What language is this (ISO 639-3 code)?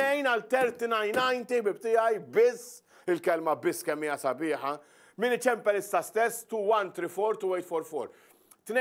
mlt